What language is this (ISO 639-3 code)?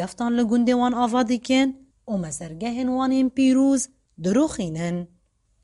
kur